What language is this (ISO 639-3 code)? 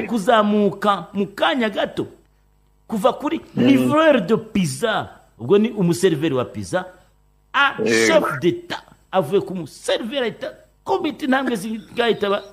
kin